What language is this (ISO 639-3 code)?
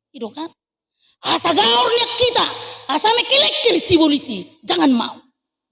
bbc